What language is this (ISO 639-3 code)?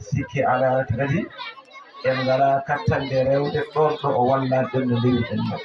ful